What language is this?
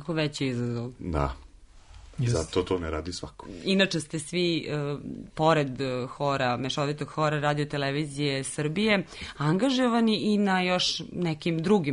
Serbian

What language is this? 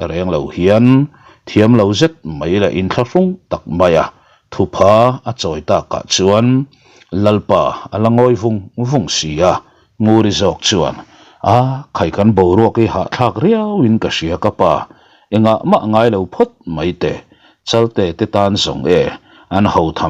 Mizo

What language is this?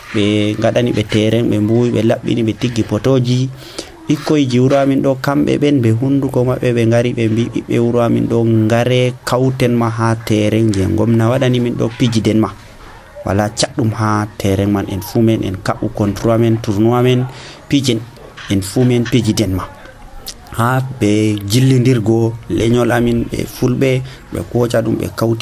Nigerian Fulfulde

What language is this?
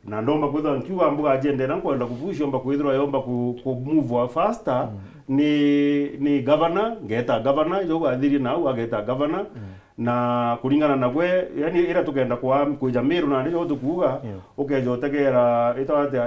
Meru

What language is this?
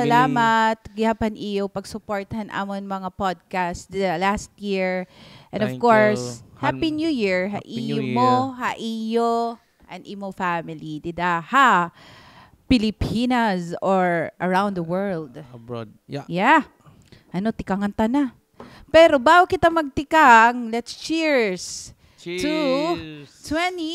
Waray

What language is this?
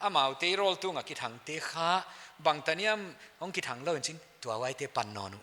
Paite Chin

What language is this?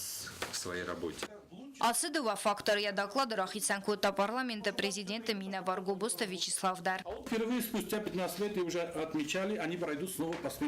Ossetic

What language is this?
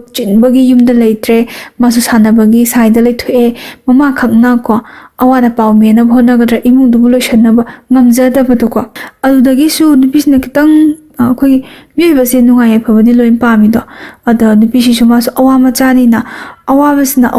Manipuri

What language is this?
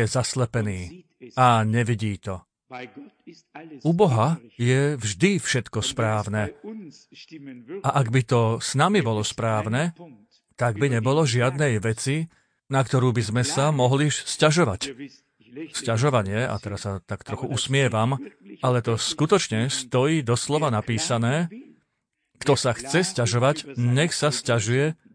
Slovak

